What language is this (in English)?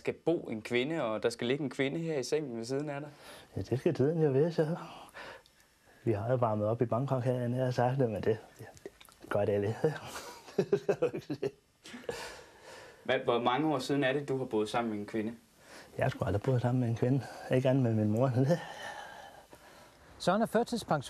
Danish